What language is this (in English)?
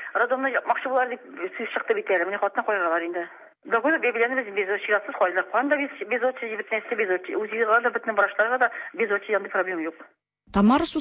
Tatar